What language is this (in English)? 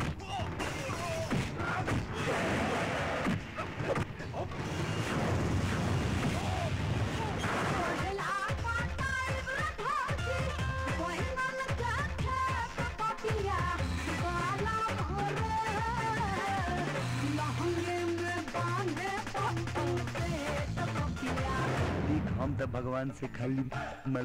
Bhojpuri